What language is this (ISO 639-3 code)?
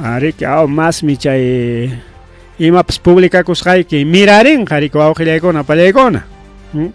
quy